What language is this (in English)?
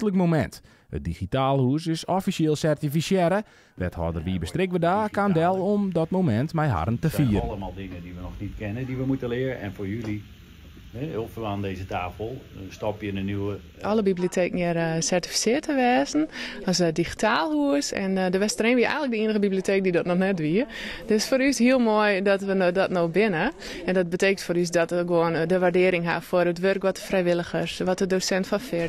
Western Frisian